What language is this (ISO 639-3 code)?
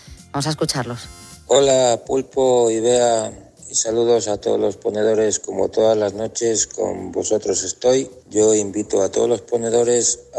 spa